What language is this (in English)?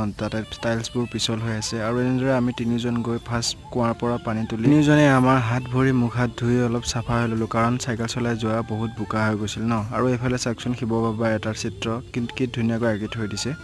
Assamese